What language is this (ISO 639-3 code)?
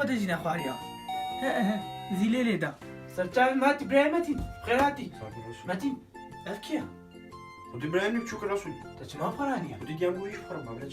kur